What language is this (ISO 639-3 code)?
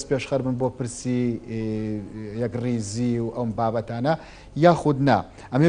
ckb